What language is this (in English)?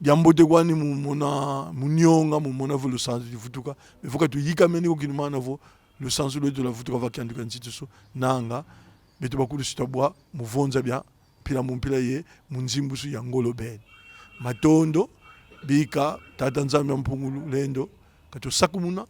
Kongo